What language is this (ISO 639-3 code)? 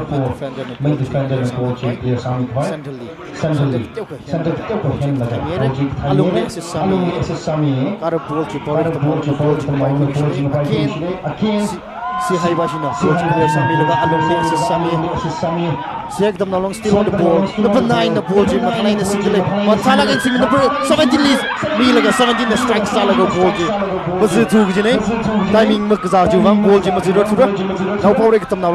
nmf